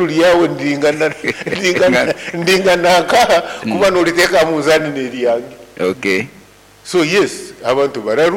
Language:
Nyoro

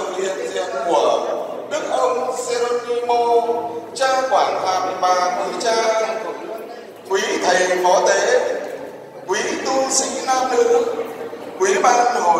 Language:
Vietnamese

